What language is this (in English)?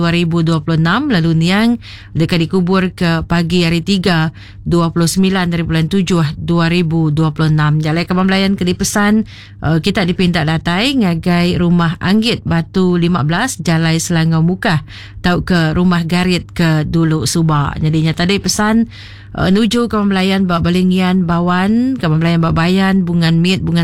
Iban